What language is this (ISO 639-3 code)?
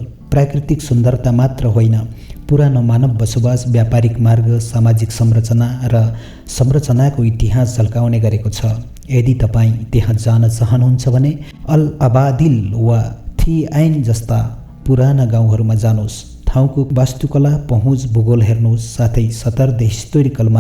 nep